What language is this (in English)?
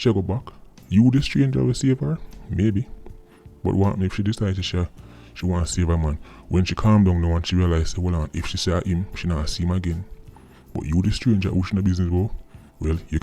Jamaican Creole English